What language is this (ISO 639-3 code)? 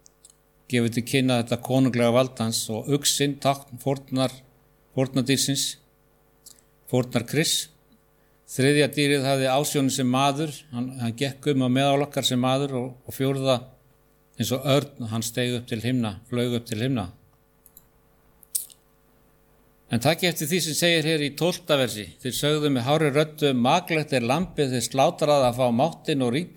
isl